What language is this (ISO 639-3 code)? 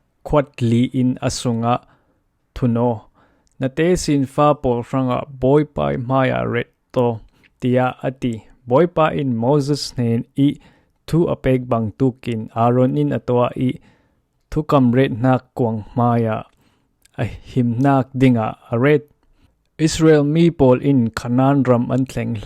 cfm